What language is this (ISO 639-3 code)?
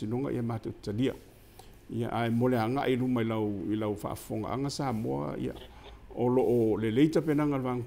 smo